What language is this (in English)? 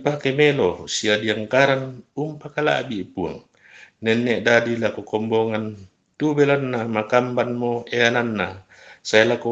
Toraja-Sa'dan